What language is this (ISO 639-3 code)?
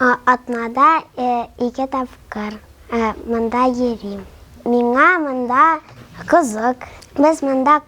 tat